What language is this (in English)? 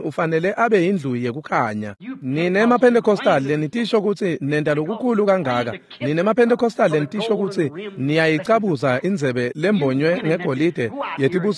Swati